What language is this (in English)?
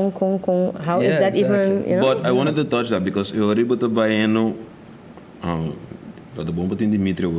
Papiamento